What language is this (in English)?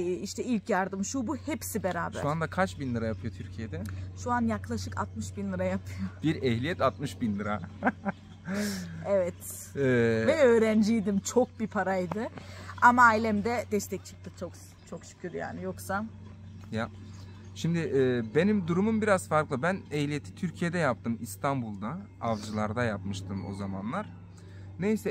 Turkish